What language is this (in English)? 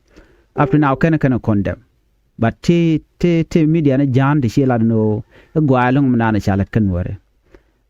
Nuer